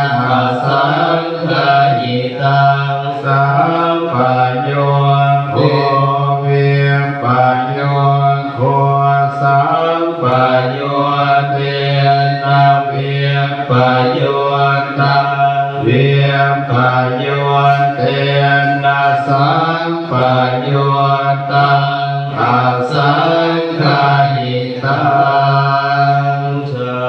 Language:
Pali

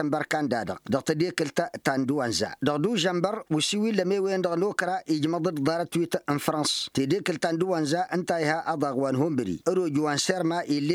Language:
Tamasheq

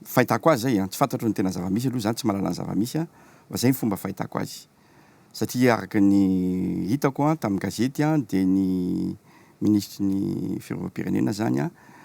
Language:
Malagasy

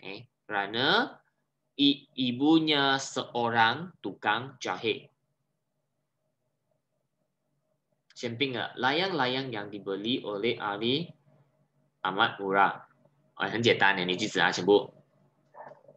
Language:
Malay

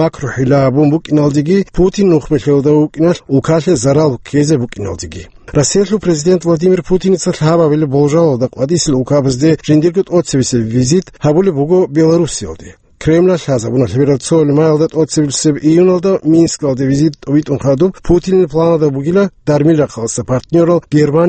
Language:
Avaric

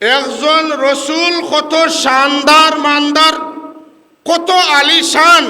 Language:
Sylheti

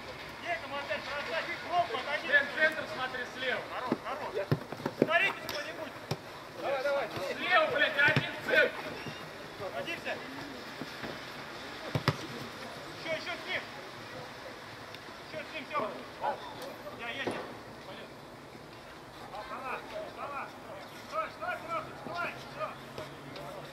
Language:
Russian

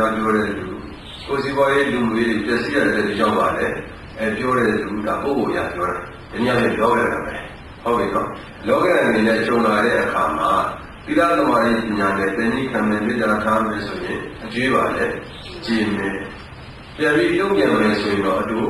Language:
Burmese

